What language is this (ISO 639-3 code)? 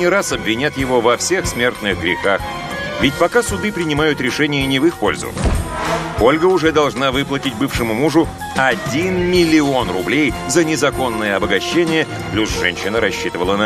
rus